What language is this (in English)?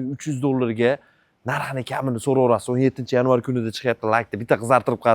Uzbek